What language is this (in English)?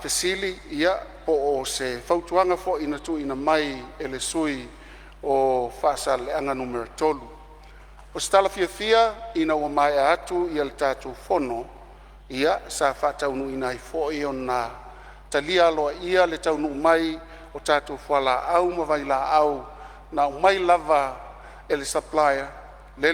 Samoan